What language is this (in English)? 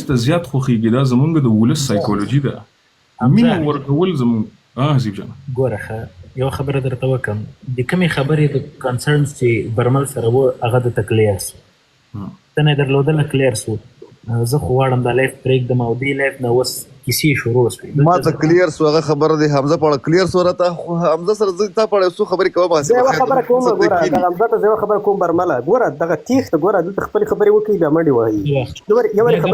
Pashto